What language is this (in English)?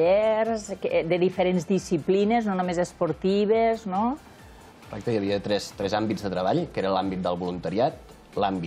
Catalan